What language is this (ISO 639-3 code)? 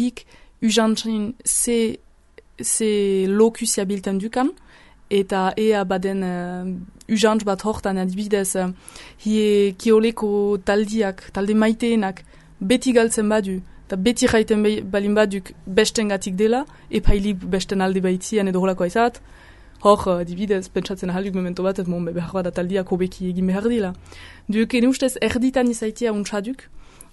eus